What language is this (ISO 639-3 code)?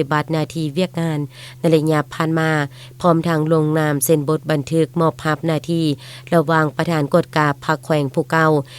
lao